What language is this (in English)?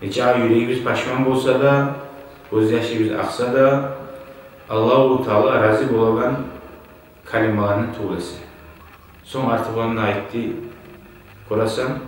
Kumyk